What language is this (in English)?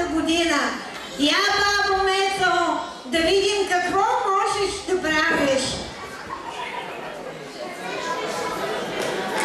Bulgarian